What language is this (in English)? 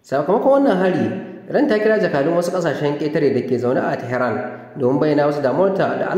Hausa